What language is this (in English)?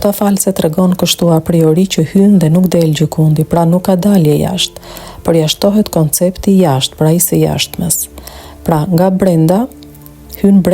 Albanian